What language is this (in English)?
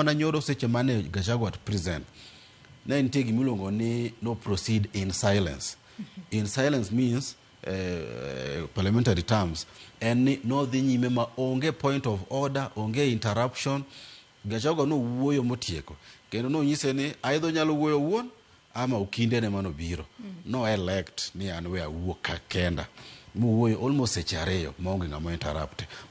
Luo (Kenya and Tanzania)